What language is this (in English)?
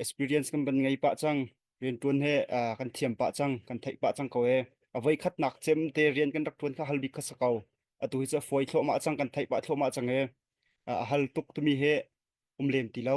Hakha Chin